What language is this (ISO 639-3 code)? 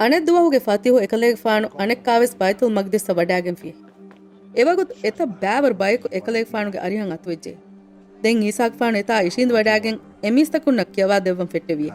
div